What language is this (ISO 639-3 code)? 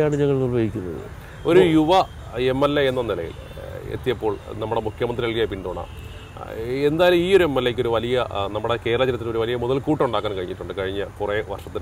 mal